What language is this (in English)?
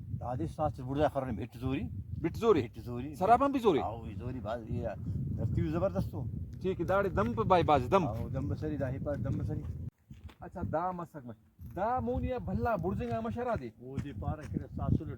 Brahui